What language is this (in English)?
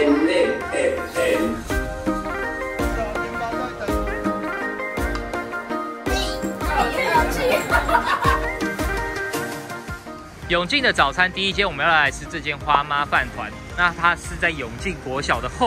Chinese